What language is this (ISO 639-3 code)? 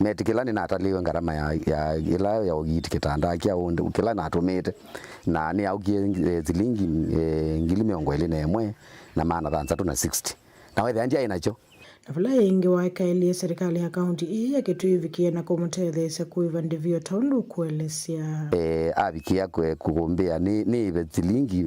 kam